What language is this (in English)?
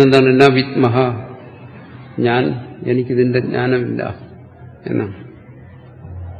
Malayalam